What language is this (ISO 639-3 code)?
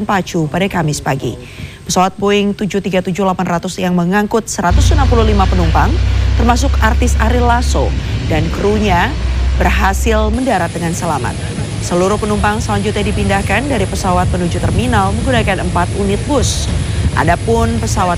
ind